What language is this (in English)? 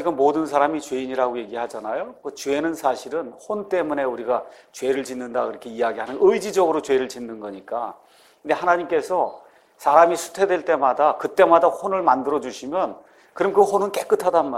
Korean